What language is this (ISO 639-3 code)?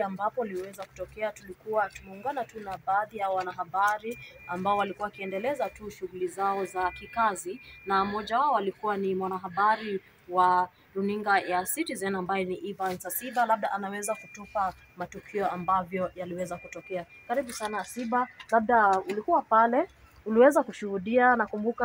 swa